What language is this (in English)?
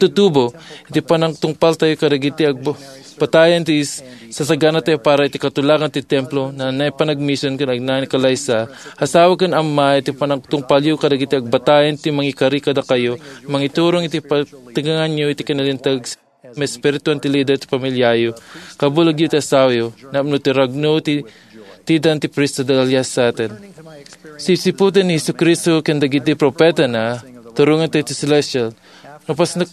Iloko